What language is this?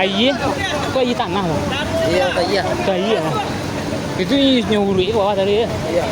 Minangkabau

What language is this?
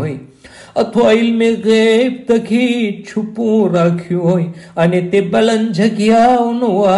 Gujarati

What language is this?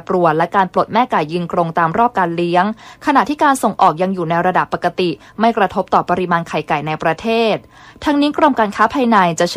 Thai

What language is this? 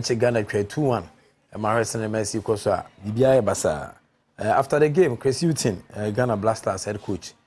Akan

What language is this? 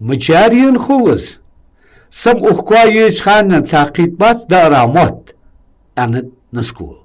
Ingush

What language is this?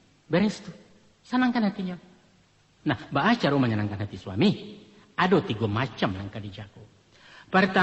Minangkabau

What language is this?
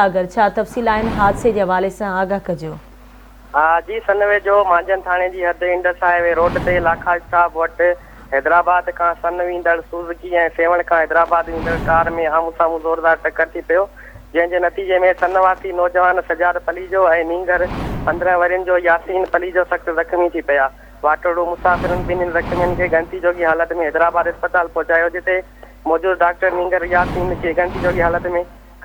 Sindhi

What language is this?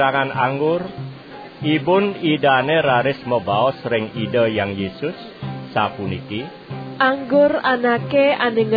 Balinese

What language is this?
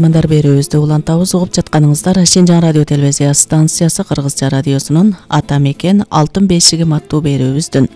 Kyrgyz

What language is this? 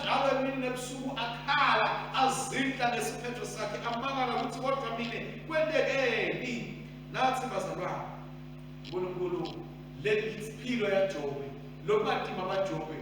Swati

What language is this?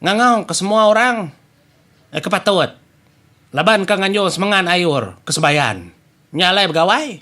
Iban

